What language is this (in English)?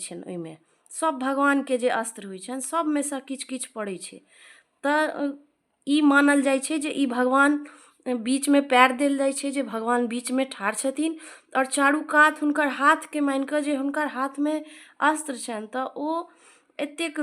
Maithili